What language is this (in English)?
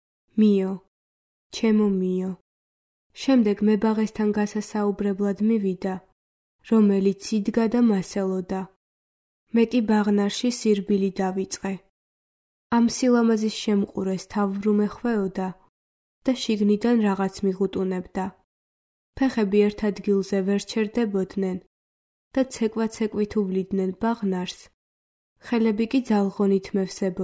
Georgian